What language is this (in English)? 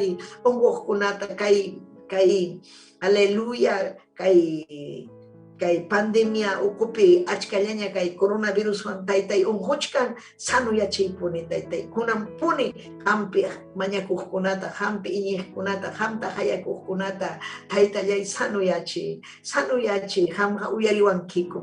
Ayacucho Quechua